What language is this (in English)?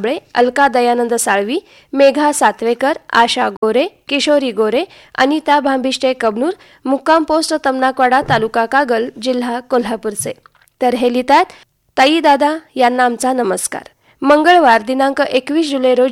Marathi